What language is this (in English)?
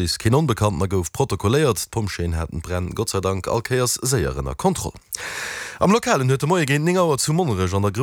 Luxembourgish